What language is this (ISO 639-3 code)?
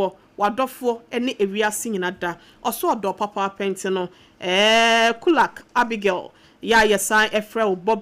aka